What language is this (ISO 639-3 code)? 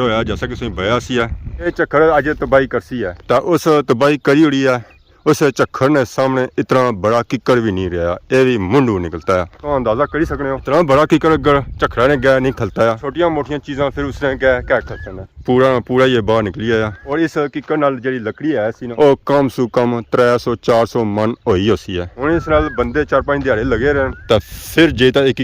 phr